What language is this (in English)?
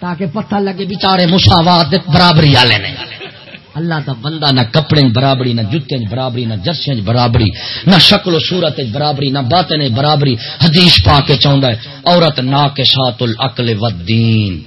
Saraiki